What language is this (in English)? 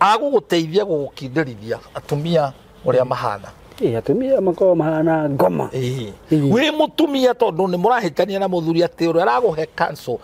Kikuyu